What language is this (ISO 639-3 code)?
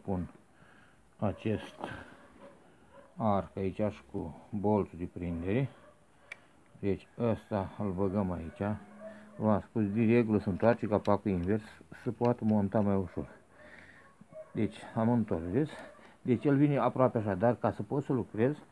ron